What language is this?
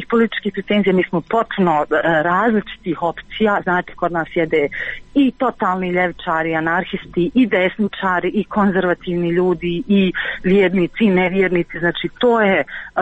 Croatian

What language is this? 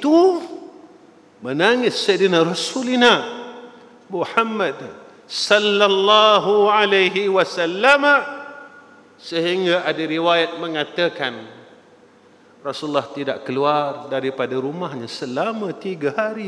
Malay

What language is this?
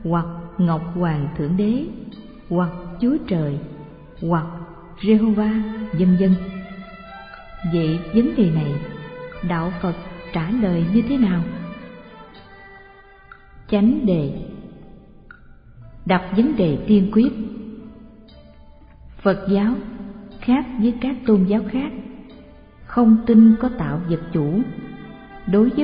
Vietnamese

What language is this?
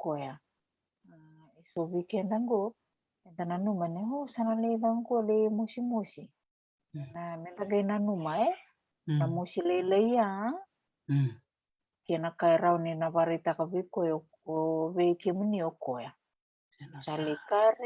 Fijian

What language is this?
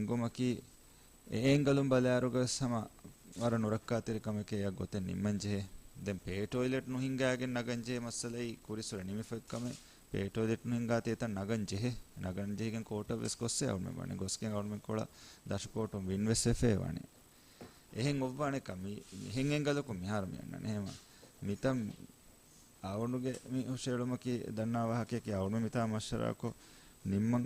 Divehi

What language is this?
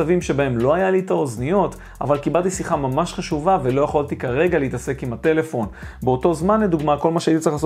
Hebrew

